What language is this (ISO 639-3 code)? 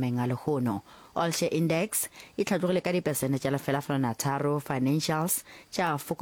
nso